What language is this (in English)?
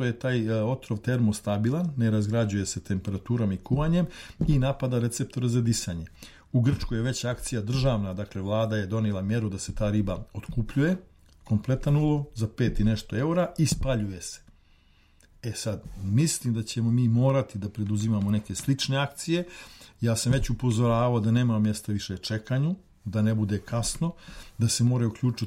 Serbian